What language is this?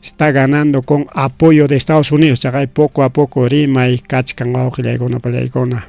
Ayacucho Quechua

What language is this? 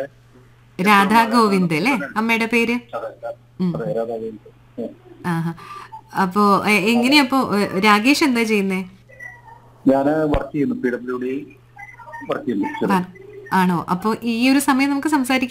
Malayalam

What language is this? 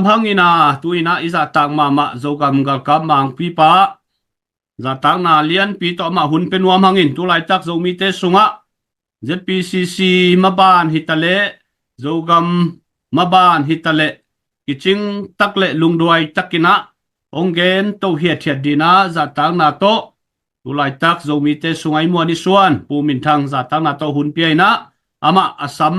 Tedim Chin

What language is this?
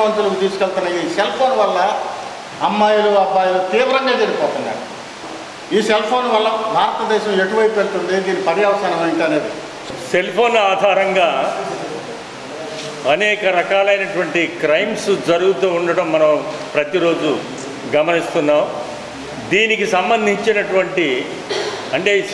Telugu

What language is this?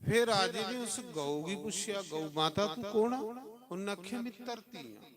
Dogri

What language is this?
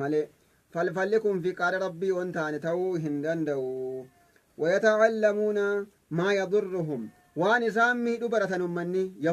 Oromo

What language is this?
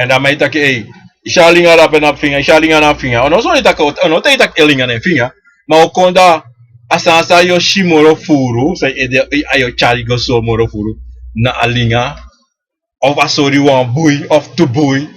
Sranan Tongo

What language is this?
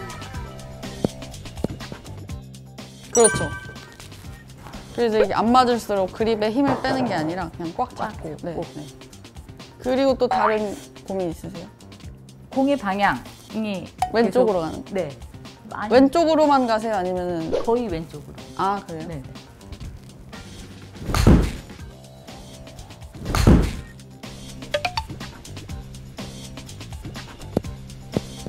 Korean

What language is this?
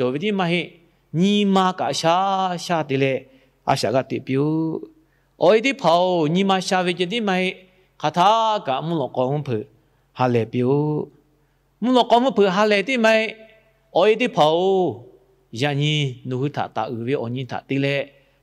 Lahu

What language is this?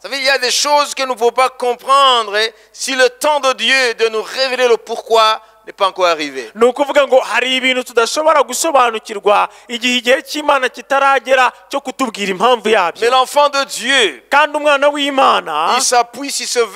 Kinyarwanda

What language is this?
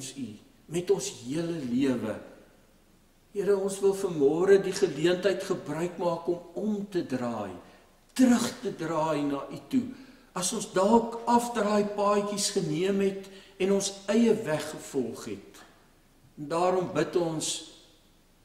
Afrikaans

